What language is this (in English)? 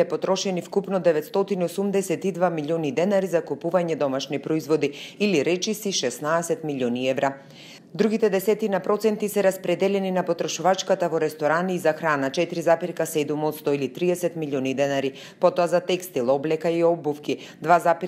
Macedonian